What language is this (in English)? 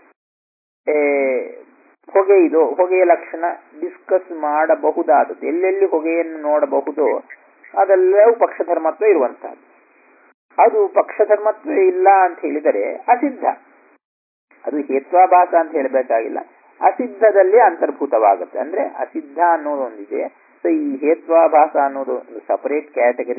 Kannada